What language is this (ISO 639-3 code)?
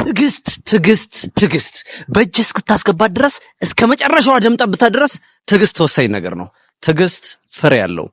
amh